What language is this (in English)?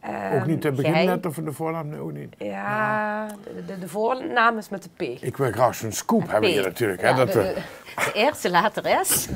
Limburgish